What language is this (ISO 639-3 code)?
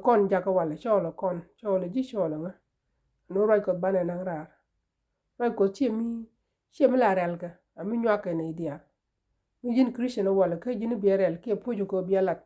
nus